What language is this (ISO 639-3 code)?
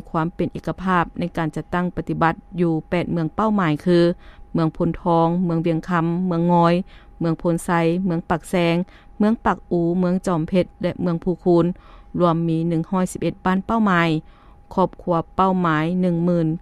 lao